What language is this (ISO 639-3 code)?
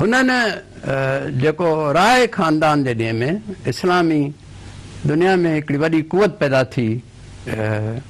snd